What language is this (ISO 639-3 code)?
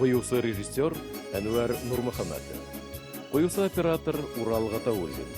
bak